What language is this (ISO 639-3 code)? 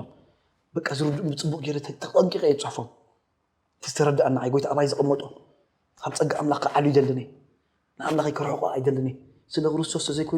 tir